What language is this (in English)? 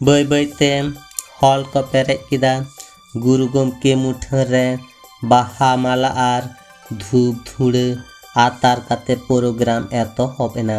Santali